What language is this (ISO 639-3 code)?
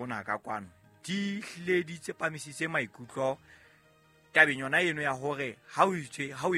sot